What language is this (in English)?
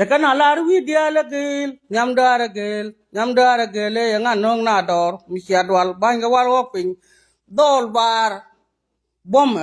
Nuer